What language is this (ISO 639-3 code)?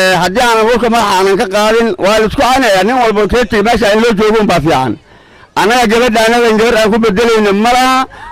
som